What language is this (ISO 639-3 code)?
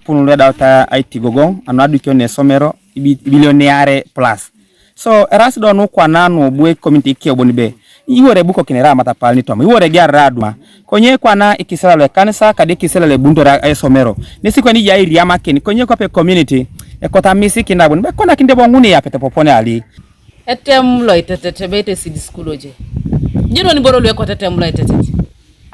teo